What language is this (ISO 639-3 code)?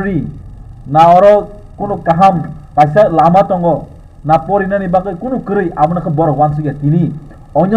trp